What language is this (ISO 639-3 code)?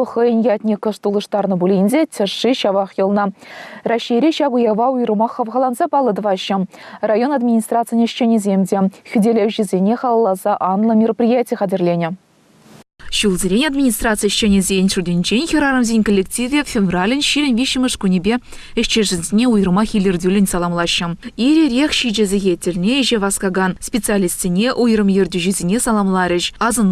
chv